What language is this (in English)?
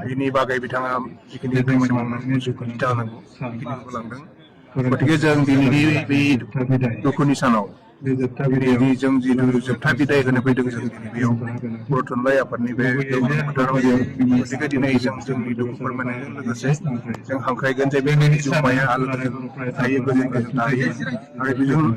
Bodo